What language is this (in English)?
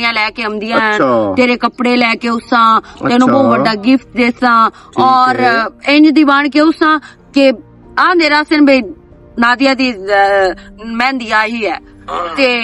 Western Panjabi